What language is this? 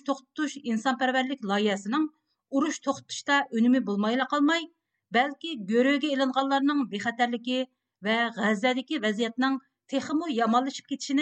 Uyghur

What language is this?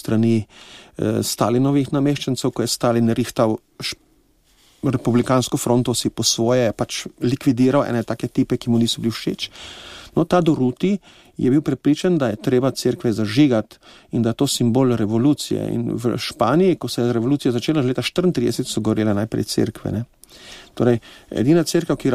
Slovenian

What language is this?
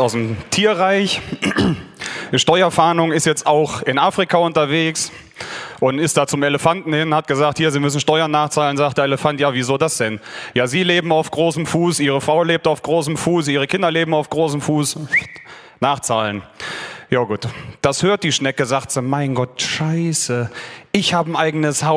Bavarian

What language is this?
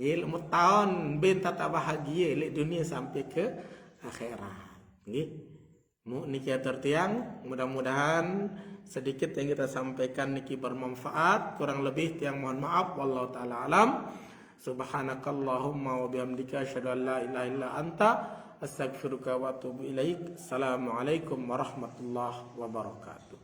Sasak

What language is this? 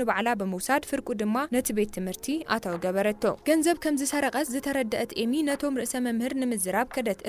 Tigrinya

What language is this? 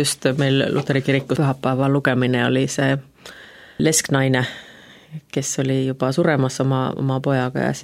Estonian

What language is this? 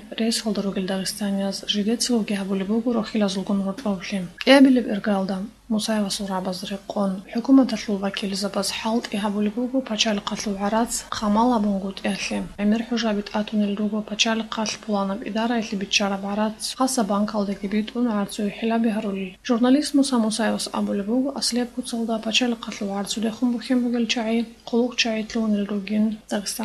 Avaric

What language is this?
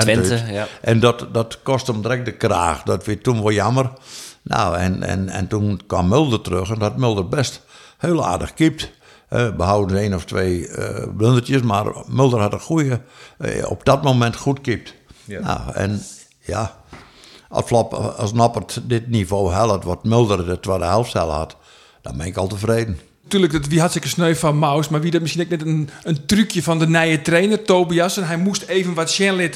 Western Frisian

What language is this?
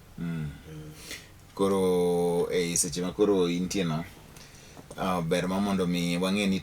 Luo (Kenya and Tanzania)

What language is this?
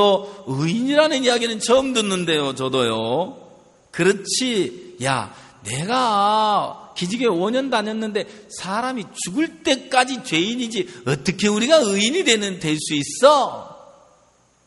Korean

